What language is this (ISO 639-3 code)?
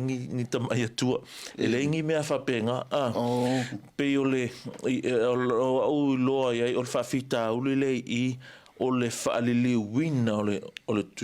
smo